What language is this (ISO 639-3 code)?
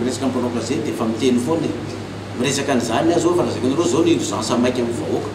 mlg